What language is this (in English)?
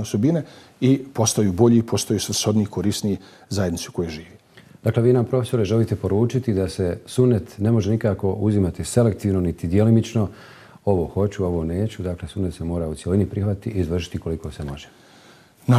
Bosnian